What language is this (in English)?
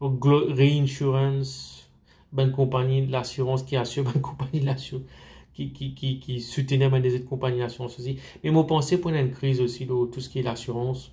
Morisyen